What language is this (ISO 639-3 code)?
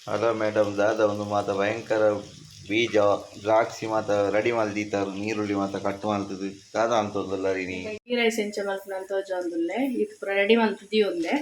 tcy